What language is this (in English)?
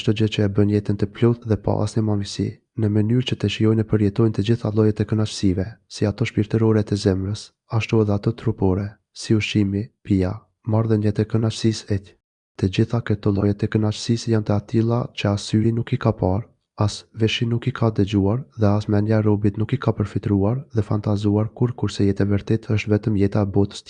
Albanian